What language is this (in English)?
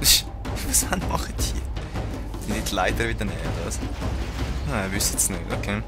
Swiss German